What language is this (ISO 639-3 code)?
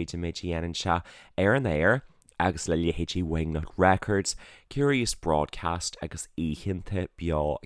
gle